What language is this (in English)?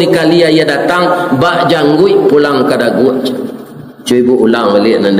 Minangkabau